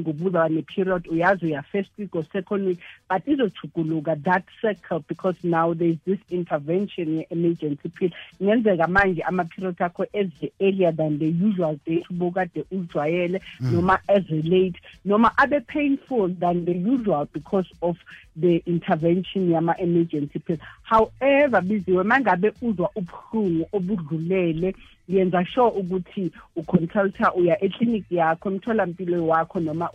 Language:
South Ndebele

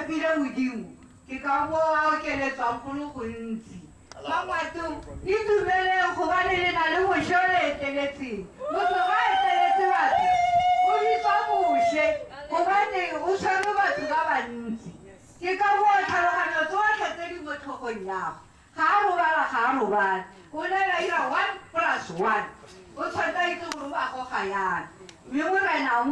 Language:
Tswana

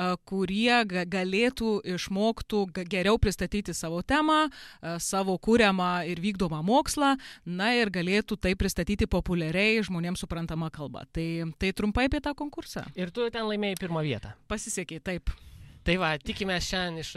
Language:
Lithuanian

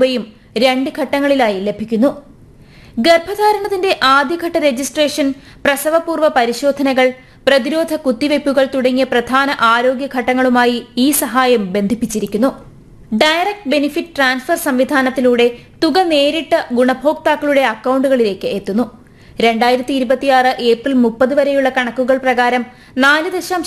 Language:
Malayalam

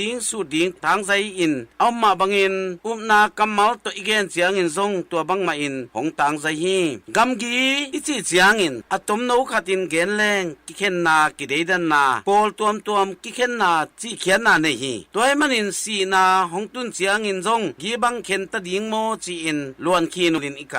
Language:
Tedim Chin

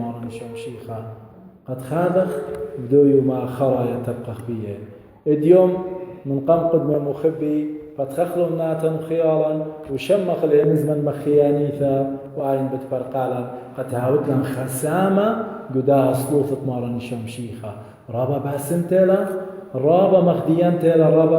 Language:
Assyrian Neo-Aramaic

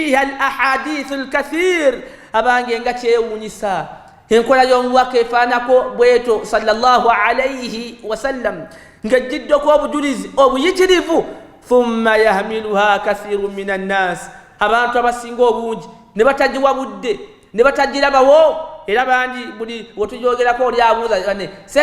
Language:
Ganda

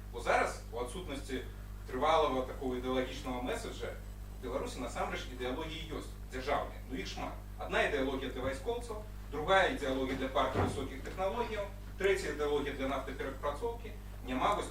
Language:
Belarusian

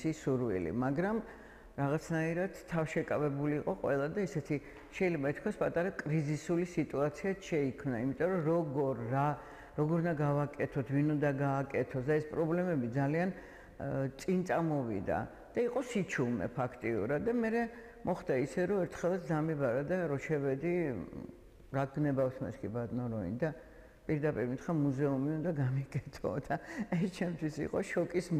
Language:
Georgian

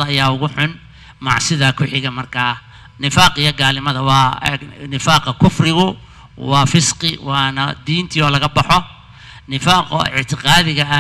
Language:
Somali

